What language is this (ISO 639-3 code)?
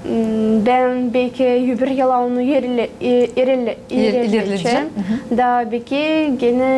gag